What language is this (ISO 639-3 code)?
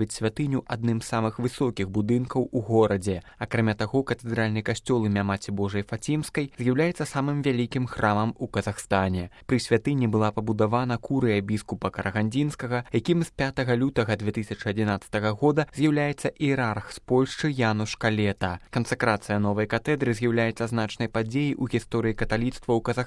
bel